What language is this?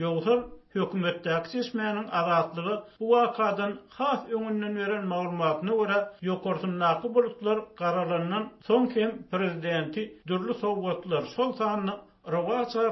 Turkmen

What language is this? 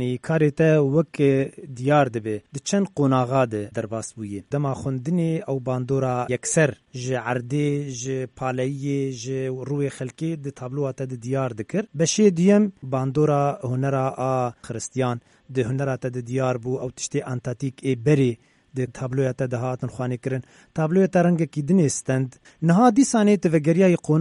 Kurdish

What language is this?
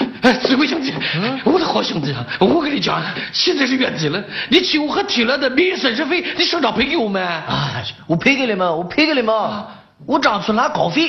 Chinese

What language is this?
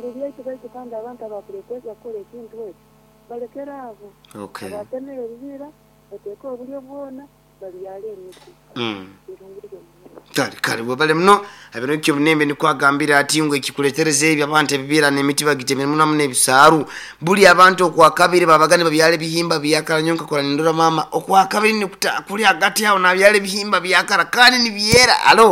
Nyoro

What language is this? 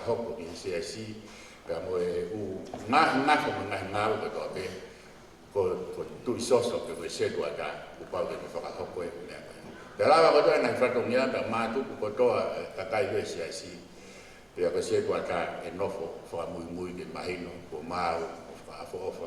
Tongan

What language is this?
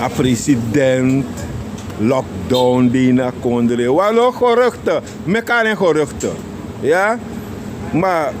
Sranan Tongo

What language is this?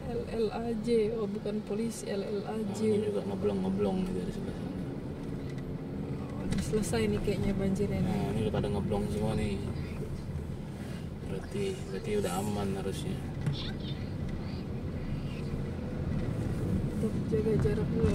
Indonesian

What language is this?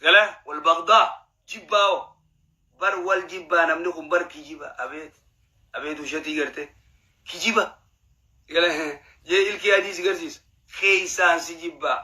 Oromo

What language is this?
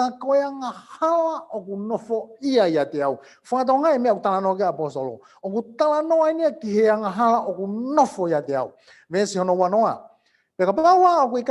Tongan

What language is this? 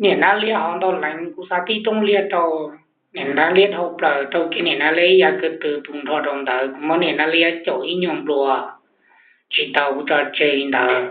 Hmong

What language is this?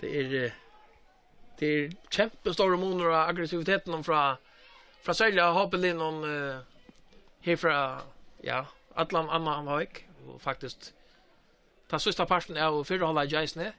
Faroese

